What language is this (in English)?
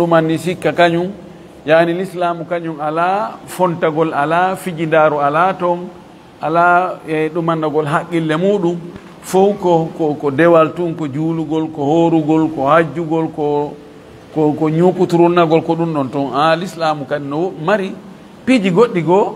Fula